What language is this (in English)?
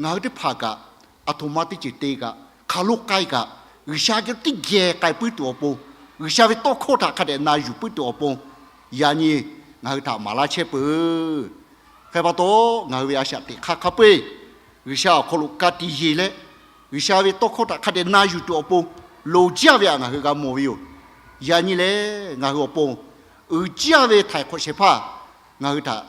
Lahu